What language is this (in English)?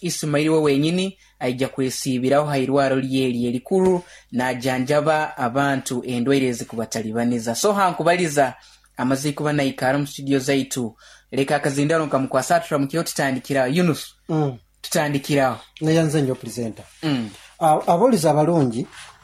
Nyoro